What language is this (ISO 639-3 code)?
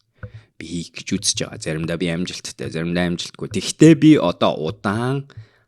mon